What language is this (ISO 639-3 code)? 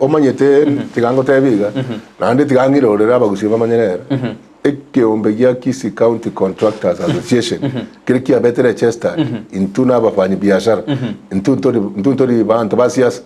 guz